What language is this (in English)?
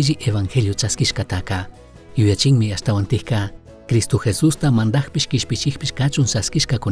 Chimborazo Highland Quichua